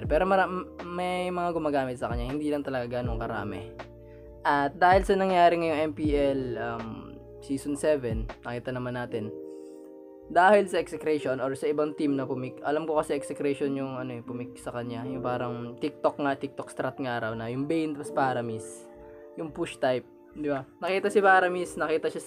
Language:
Filipino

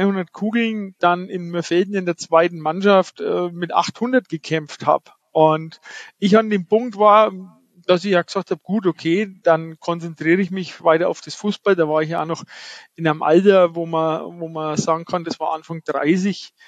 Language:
German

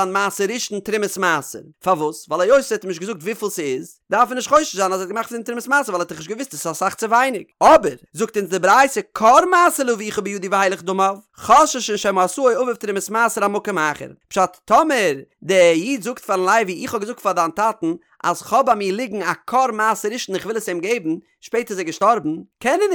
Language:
Yiddish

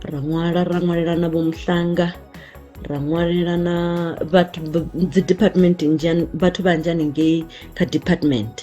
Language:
Venda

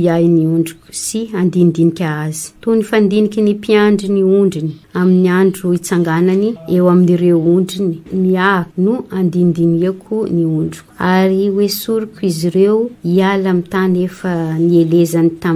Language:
Malagasy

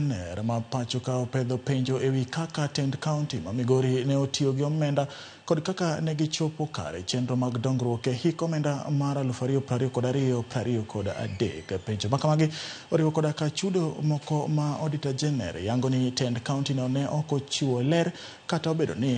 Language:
Luo (Kenya and Tanzania)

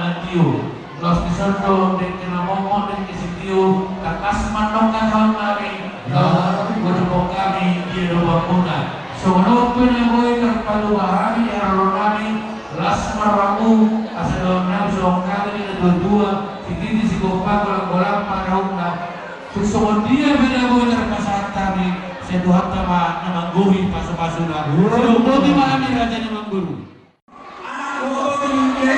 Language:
Batak Toba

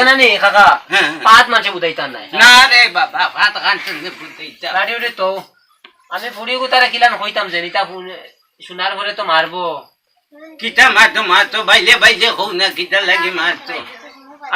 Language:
Sylheti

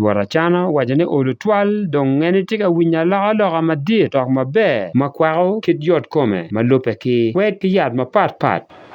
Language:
Acoli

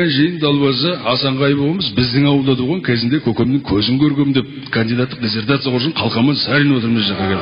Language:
Kazakh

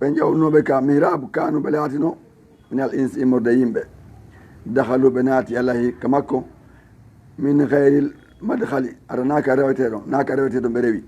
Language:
Fula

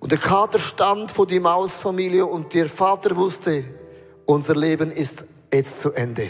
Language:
Swiss German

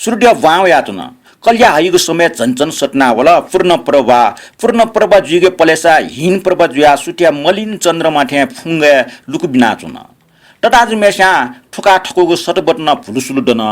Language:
Newari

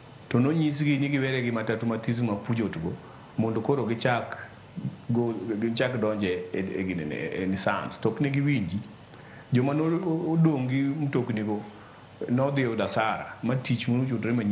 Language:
Luo (Kenya and Tanzania)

